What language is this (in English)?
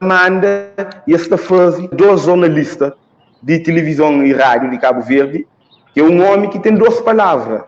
Kabuverdianu